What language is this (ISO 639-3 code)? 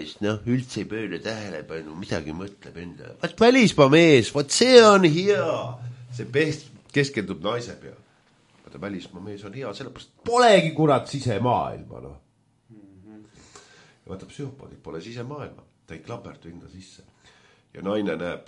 est